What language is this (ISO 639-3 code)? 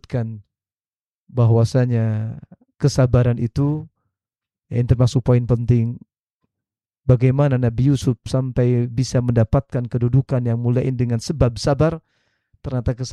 ind